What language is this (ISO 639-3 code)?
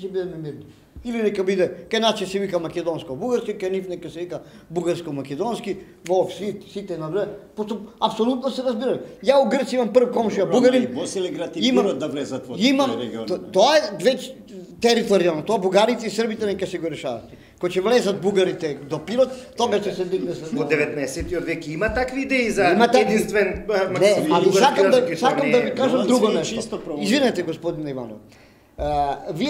mkd